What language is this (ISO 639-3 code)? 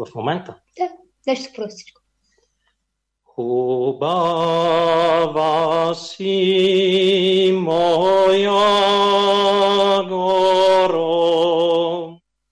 bul